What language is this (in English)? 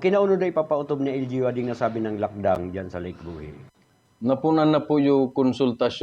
Buhi'non Bikol